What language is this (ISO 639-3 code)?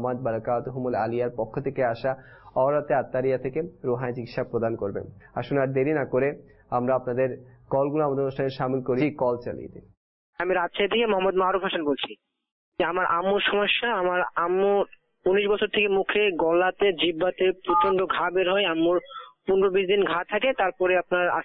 ben